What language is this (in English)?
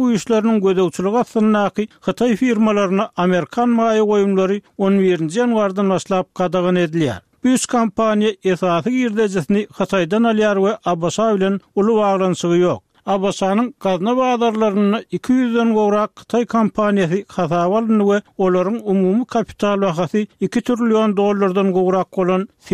Turkmen